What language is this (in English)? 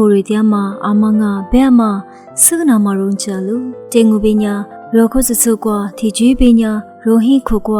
Lisu